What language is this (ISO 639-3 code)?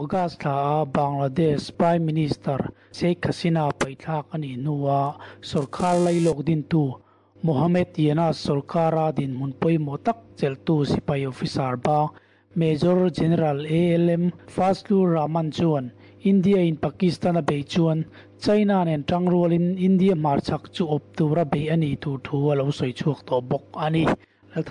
lus